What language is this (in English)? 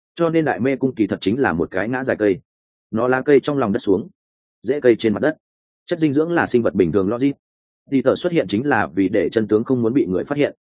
Vietnamese